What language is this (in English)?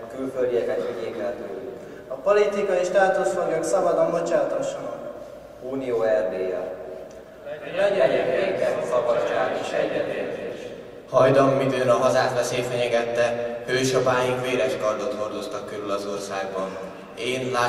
Hungarian